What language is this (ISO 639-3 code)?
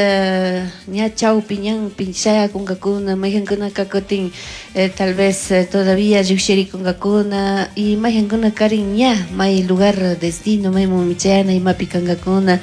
qug